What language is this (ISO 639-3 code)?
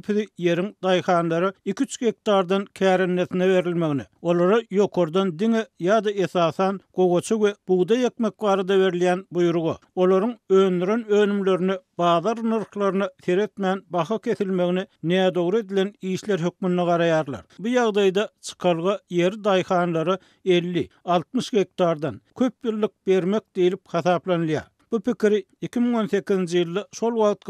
tuk